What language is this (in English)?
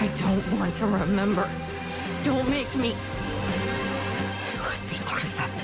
Bavarian